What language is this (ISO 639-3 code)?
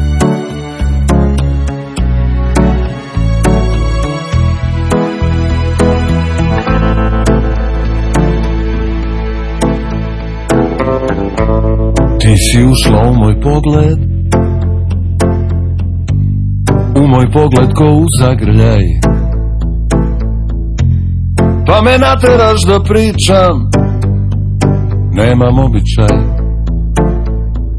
srp